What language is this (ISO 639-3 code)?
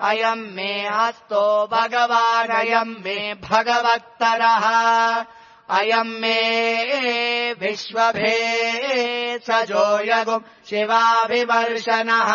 san